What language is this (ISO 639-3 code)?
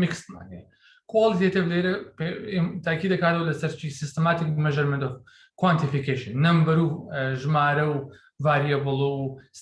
ckb